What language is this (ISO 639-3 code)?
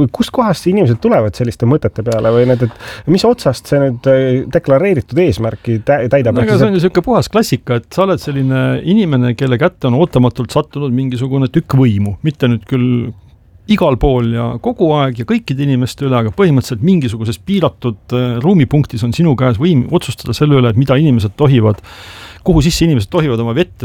est